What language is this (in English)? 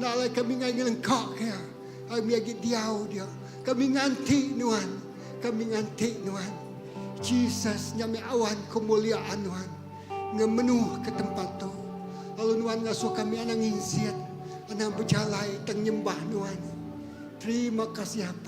Iban